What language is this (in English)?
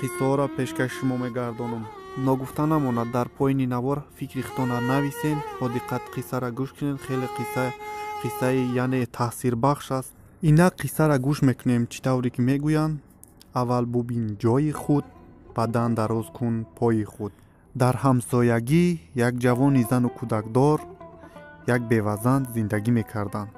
Tajik